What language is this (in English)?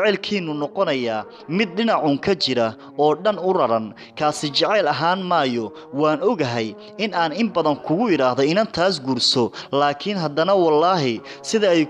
Somali